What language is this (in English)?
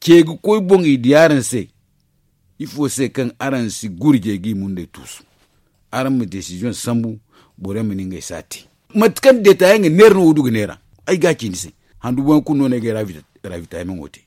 Zarma